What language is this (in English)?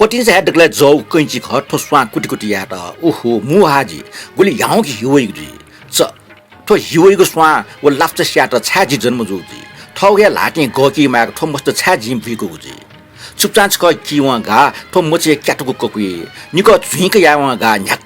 Newari